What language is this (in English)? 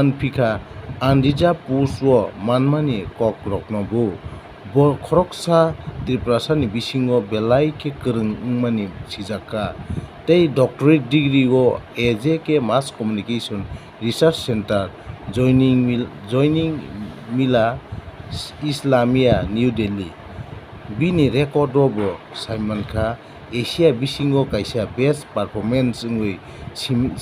Kok Borok